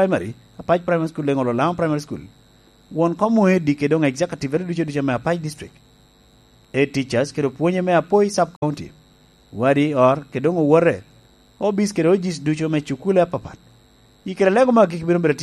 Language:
Lango (Uganda)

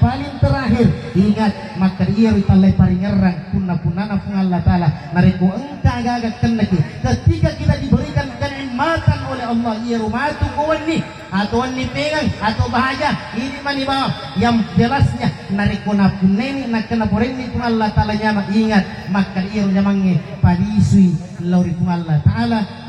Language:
Buginese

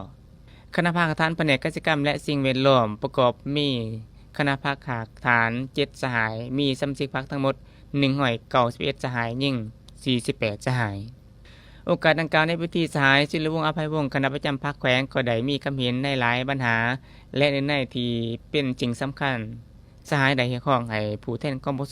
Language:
Lao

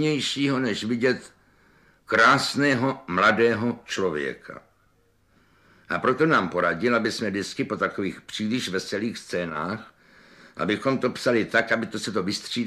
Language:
Czech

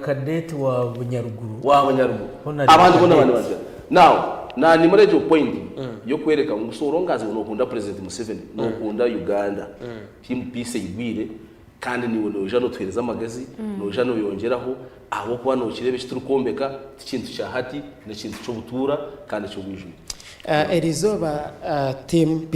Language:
Nyankole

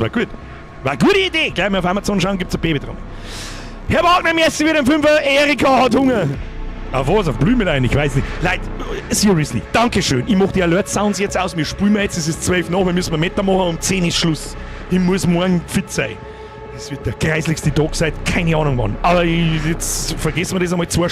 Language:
Bavarian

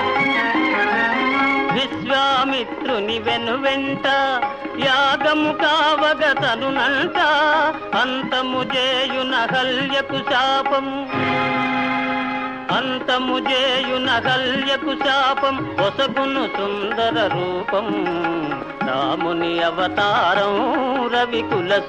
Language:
Telugu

